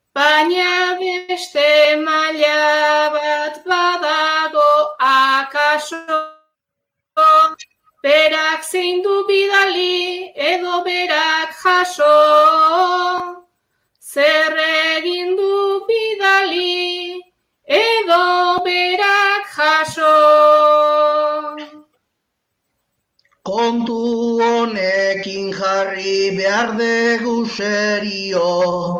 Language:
Basque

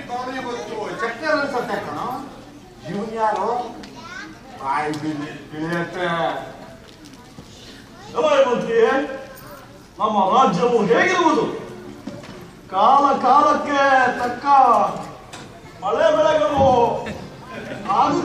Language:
Kannada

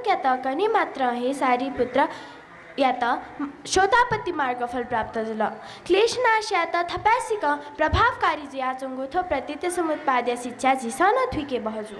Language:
Newari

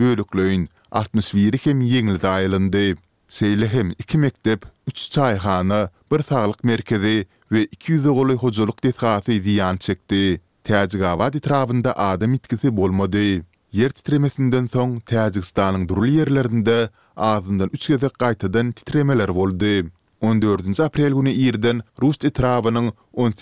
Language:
Turkmen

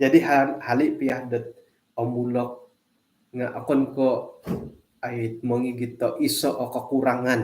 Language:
Central Dusun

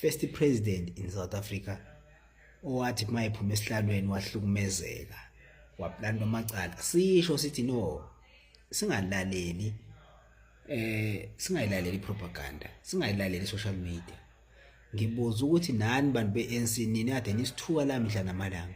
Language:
Zulu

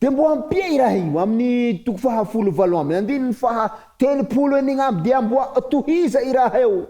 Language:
Malagasy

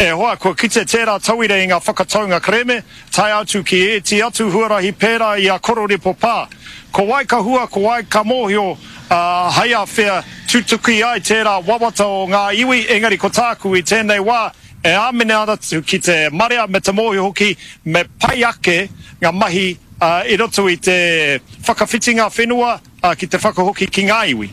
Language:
Māori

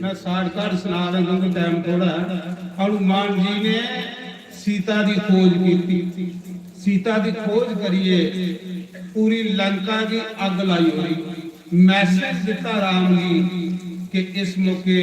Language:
Dogri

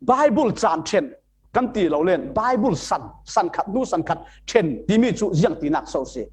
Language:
Falam Chin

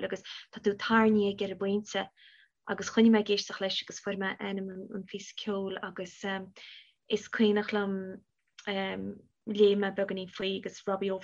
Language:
Irish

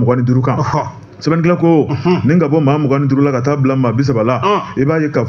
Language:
Bambara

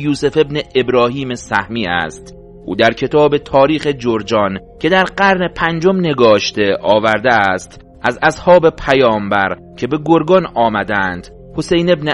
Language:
Persian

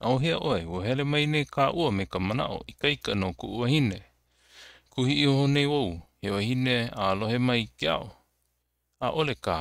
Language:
Hawaiian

